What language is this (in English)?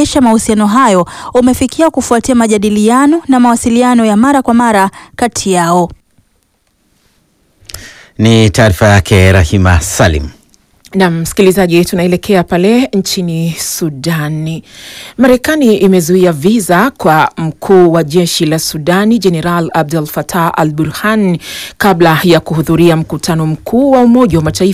Swahili